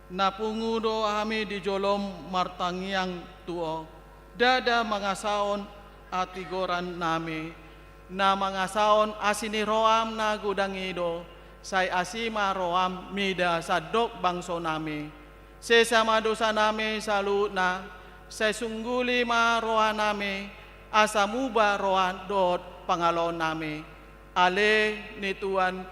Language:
Batak Toba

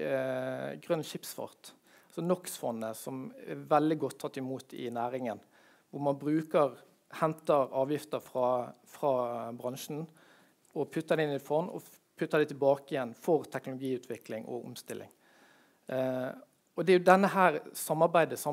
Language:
Norwegian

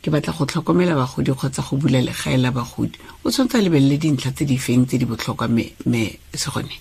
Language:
Tswana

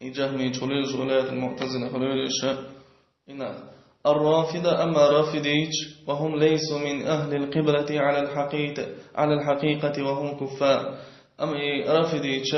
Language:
Chechen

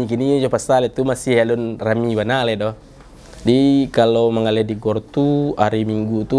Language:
Minangkabau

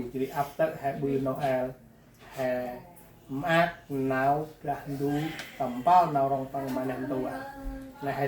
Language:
Central Mnong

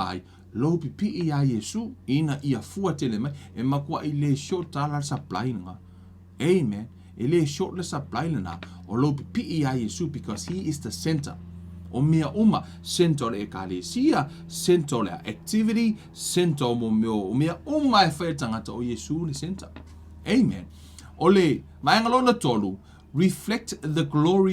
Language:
Samoan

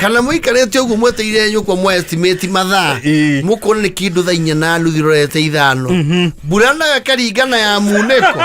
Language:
Kikuyu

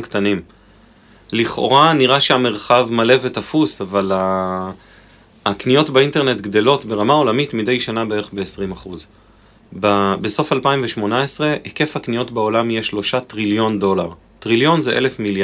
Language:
Hebrew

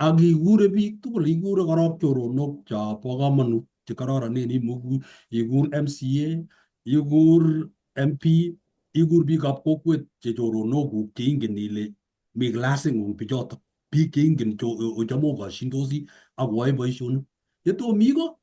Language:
Kalenjin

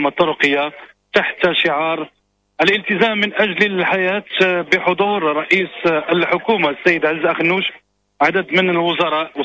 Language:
Moroccan Arabic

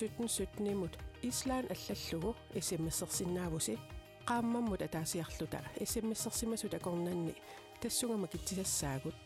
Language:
Kalaallisut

